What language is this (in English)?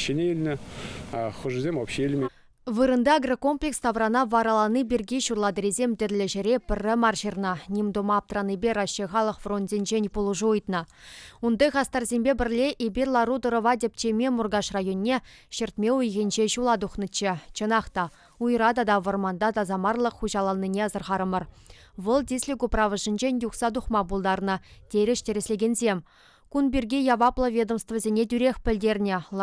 Chuvash